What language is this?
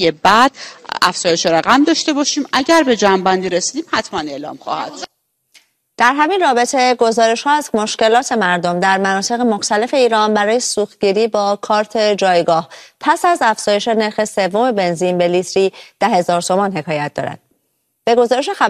Persian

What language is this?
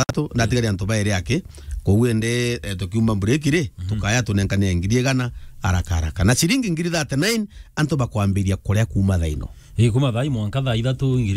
Meru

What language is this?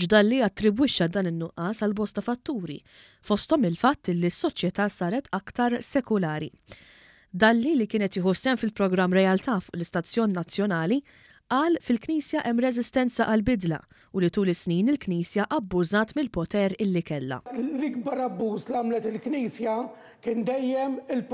Maltese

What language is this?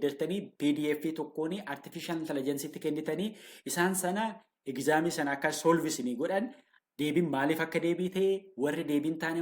Oromo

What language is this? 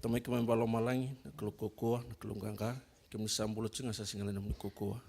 Fijian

